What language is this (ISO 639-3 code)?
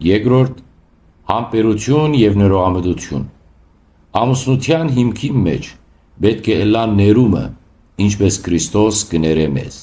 hyw